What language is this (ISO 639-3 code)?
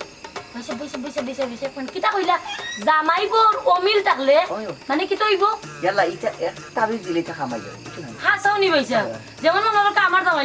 syl